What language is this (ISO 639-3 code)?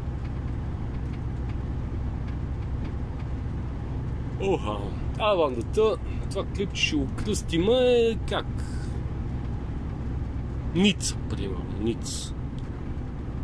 bul